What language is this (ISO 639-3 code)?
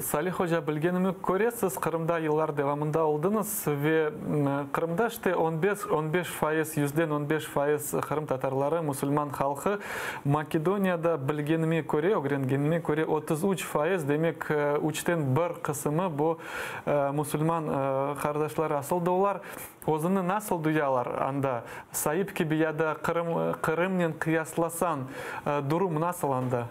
crh